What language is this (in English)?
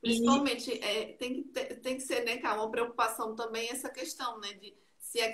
Portuguese